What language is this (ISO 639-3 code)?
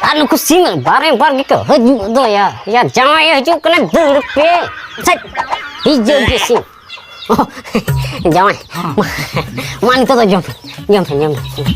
sat